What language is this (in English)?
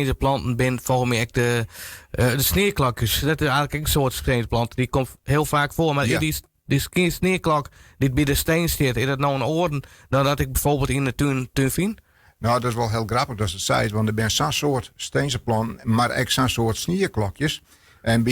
Western Frisian